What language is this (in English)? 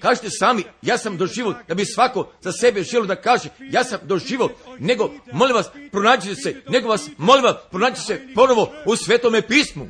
Croatian